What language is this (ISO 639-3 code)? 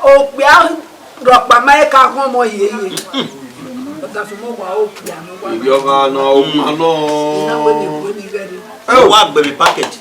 bin